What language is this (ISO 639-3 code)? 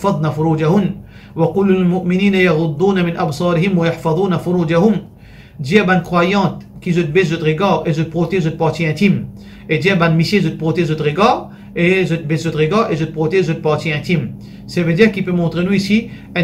mfe